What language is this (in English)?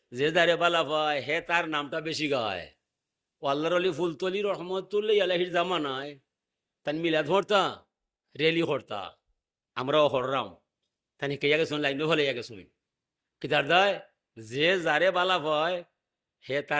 Sylheti